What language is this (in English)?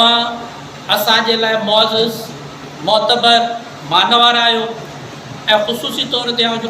Sindhi